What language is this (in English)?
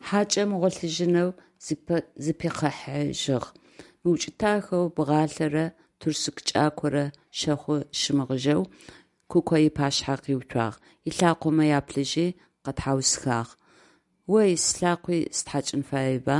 Adyghe